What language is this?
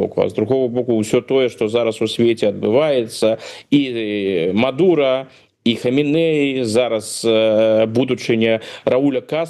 Belarusian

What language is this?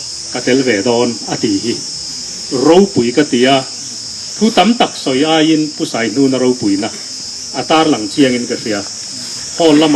Mizo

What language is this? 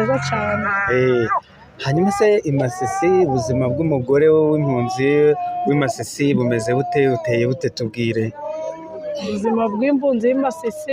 Kinyarwanda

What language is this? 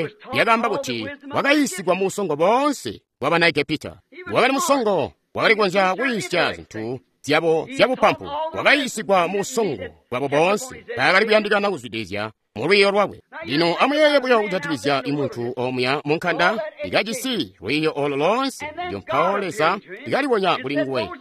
Tonga (Zambia)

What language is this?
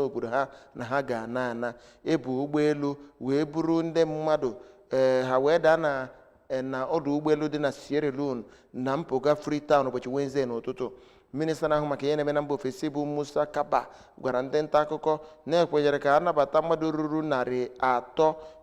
Igbo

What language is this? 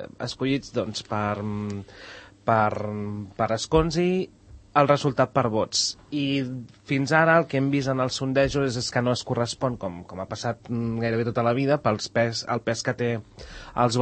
Catalan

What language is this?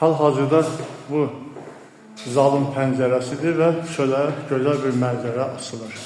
Azerbaijani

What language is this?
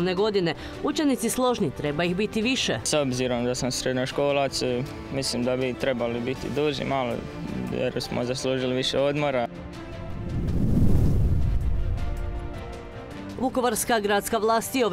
Croatian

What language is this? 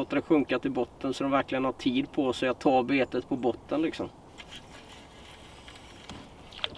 Swedish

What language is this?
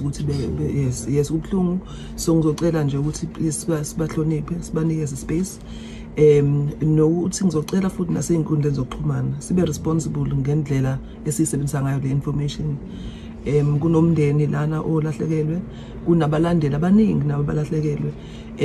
Zulu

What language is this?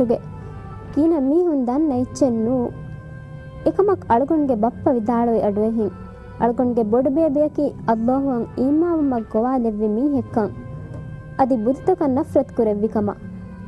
Divehi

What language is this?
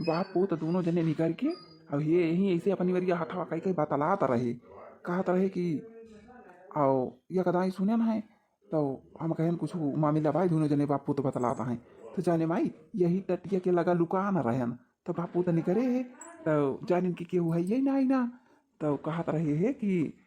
Awadhi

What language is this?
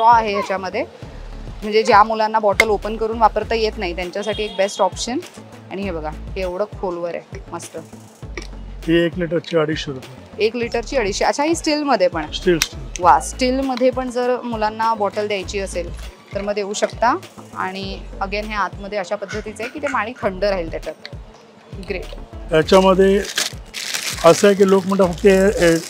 Marathi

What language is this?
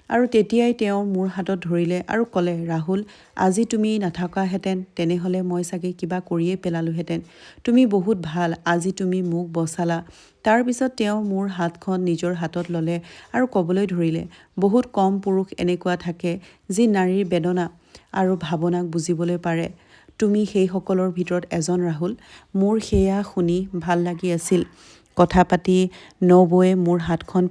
Assamese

